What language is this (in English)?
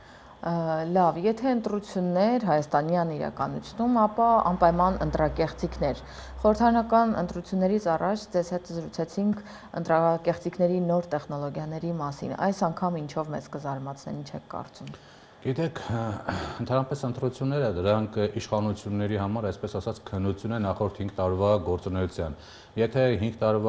Armenian